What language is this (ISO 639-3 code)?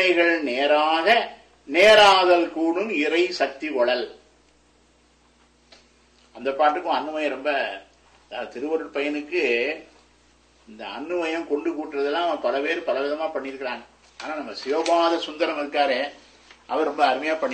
tam